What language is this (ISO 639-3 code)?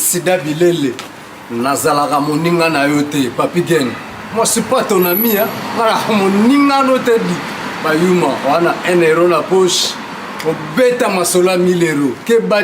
lin